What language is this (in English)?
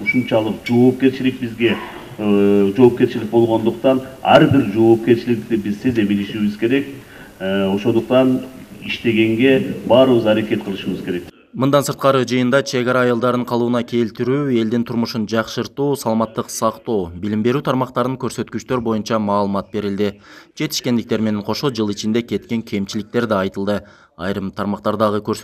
Kyrgyz